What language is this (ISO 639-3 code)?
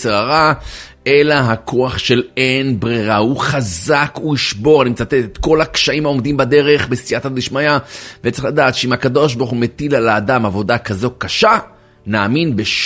heb